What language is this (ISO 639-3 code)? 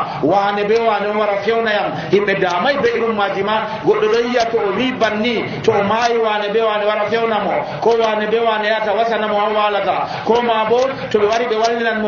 fuv